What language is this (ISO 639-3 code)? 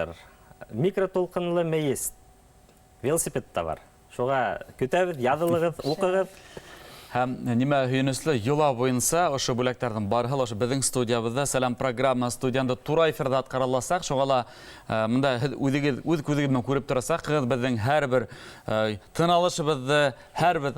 bak